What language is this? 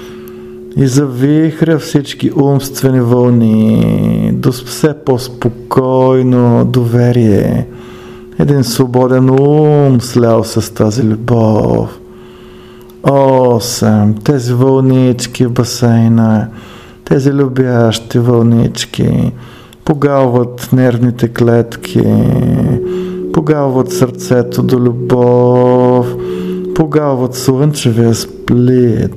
Bulgarian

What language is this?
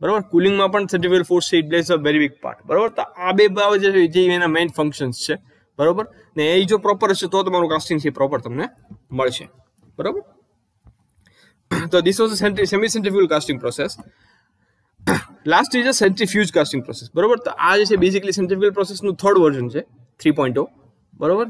Gujarati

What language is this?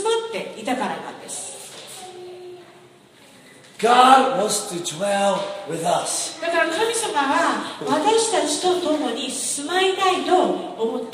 Japanese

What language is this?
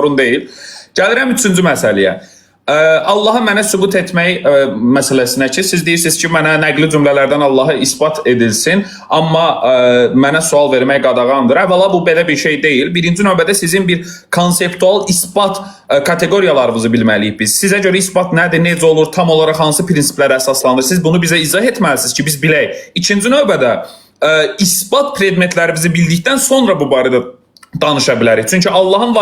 Azerbaijani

